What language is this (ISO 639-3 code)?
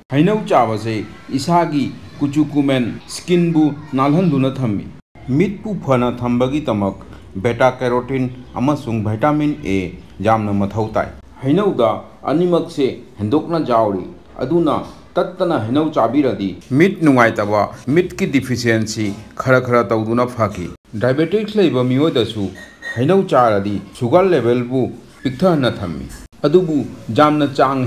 mni